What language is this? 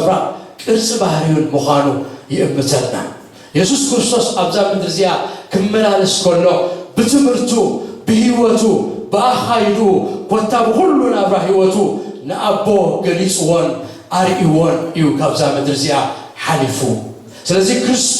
Tigrinya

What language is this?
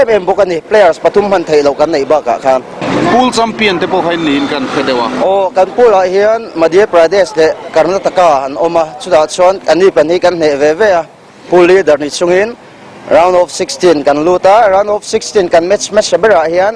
Mizo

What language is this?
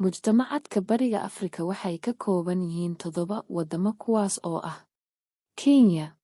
Somali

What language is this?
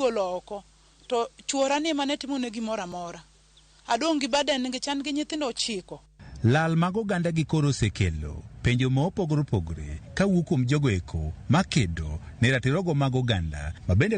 Luo (Kenya and Tanzania)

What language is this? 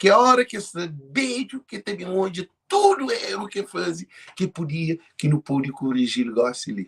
Kabuverdianu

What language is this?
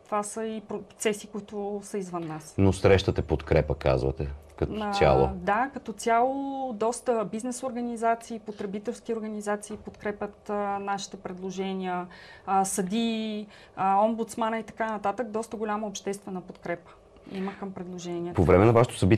Bulgarian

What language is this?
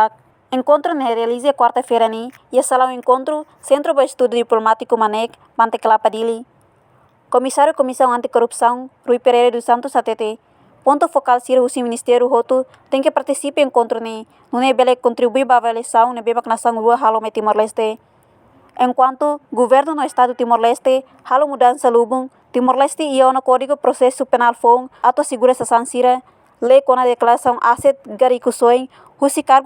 Tetum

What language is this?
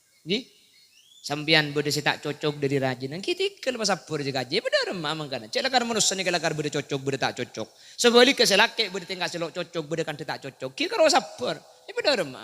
Madurese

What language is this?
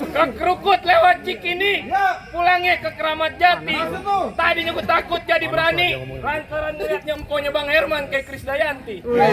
Betawi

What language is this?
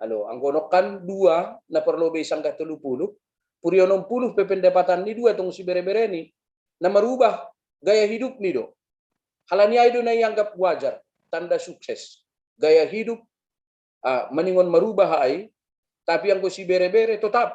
Batak Simalungun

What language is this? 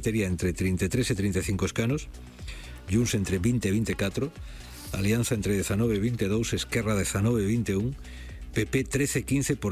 Galician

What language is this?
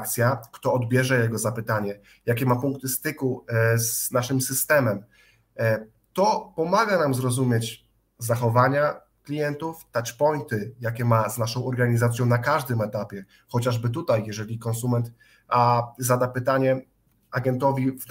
Polish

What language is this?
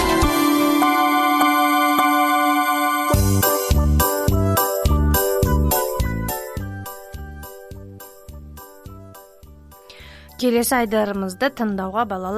Kazakh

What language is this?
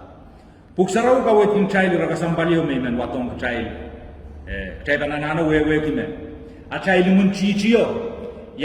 Pohnpeian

